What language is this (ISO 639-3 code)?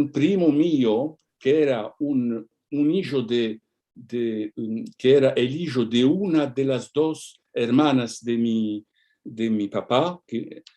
lad